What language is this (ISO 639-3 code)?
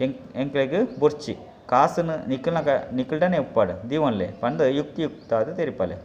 tcy